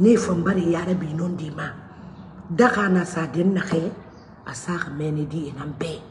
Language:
Mandingo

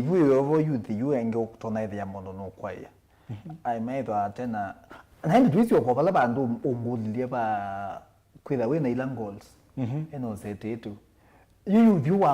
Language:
Kamba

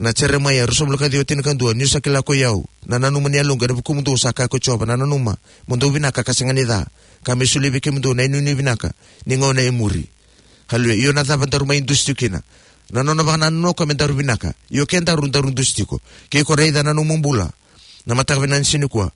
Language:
Fijian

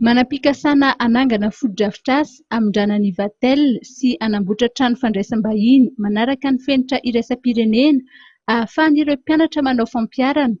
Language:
Malagasy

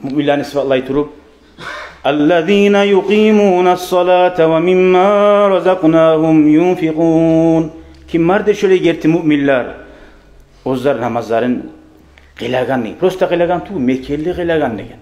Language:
Kumyk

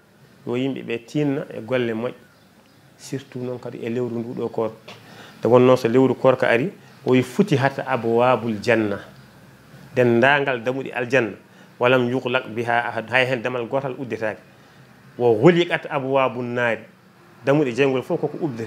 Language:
Fula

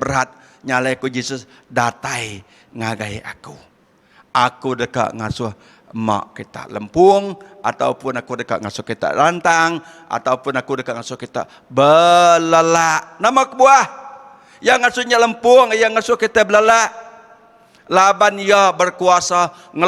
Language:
Iban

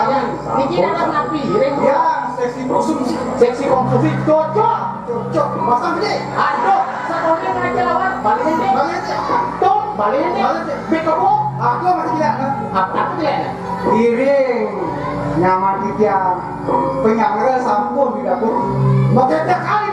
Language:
Balinese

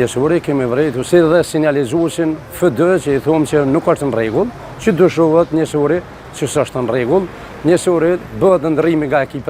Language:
Albanian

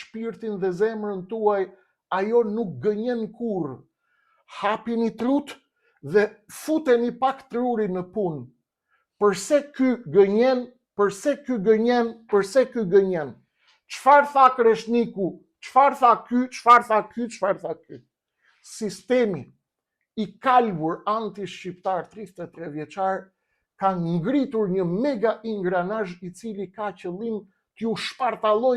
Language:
Albanian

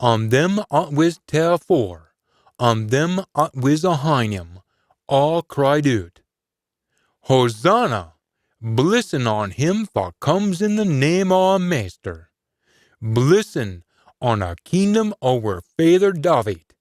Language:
Scots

